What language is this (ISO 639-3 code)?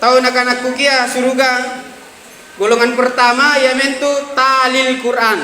mak